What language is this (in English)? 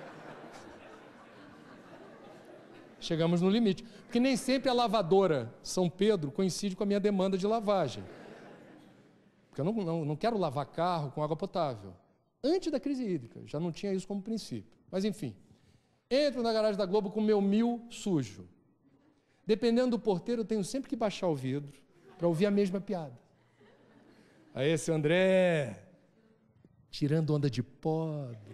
Portuguese